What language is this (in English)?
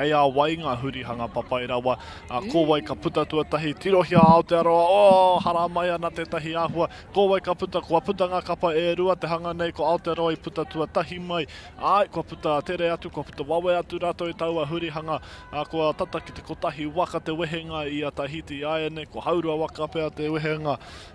Māori